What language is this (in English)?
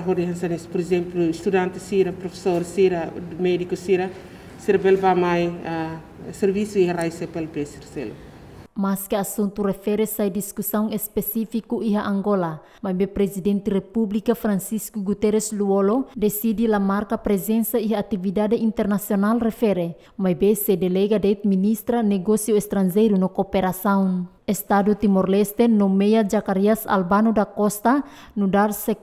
Tetum